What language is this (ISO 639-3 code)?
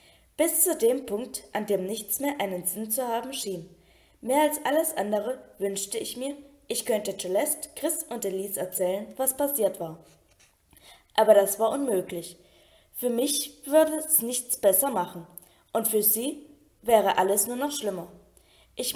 deu